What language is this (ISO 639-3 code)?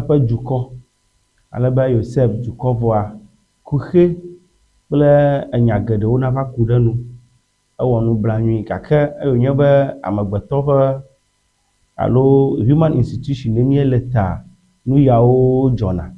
ewe